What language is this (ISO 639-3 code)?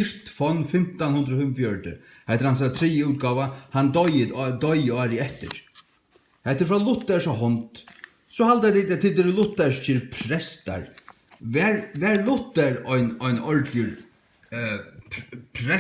fao